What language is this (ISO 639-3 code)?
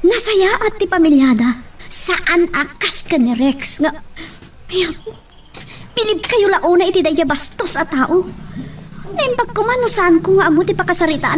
ilo